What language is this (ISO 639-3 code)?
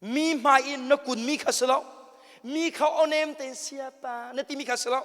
cnh